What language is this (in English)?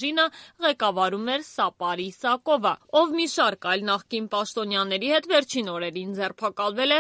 Armenian